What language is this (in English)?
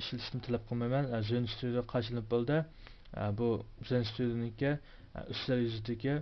Uyghur